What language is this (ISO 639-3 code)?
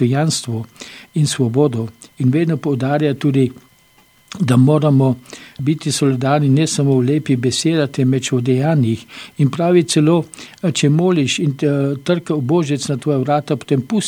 slv